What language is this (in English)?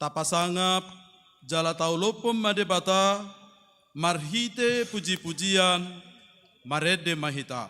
Batak Toba